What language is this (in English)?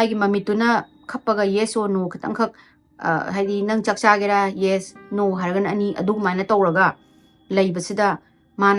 Manipuri